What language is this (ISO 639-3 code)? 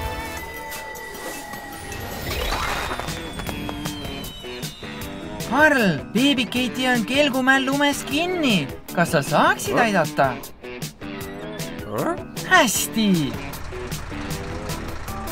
est